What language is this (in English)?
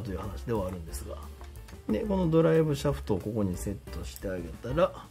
Japanese